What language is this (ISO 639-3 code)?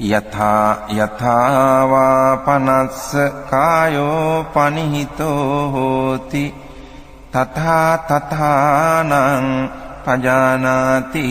pli